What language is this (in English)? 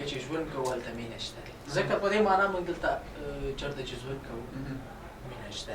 Pashto